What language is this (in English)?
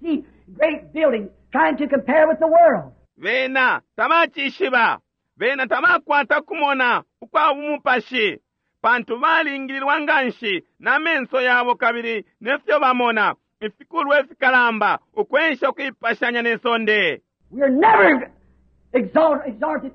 Bemba